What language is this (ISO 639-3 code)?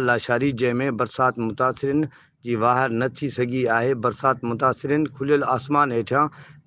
snd